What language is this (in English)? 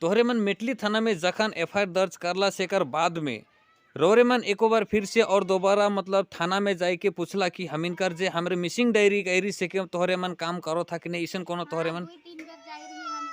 Sadri